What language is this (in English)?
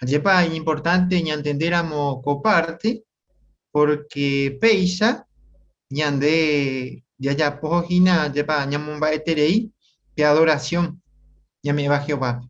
Guarani